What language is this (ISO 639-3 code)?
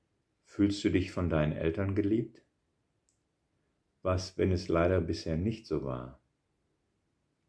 deu